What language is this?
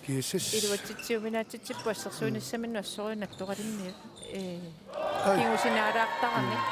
Kalaallisut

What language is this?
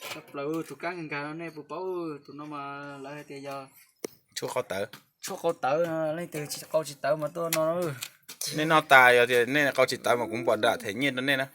Hmong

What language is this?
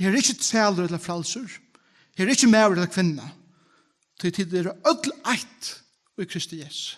Faroese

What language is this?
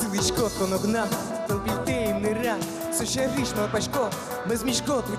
Udmurt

